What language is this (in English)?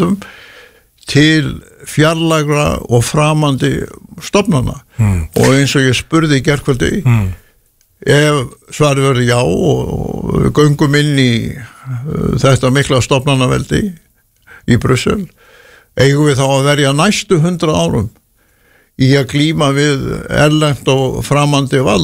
Icelandic